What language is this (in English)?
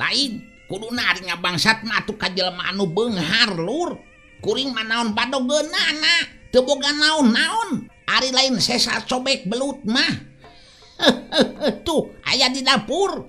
Sundanese